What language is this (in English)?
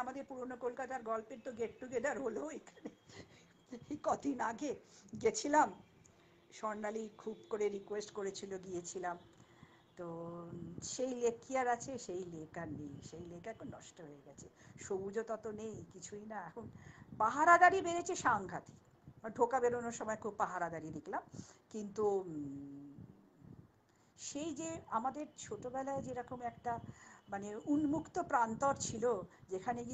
Bangla